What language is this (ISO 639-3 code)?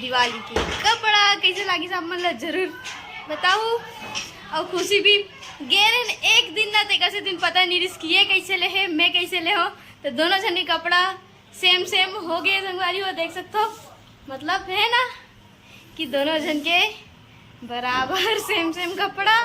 hne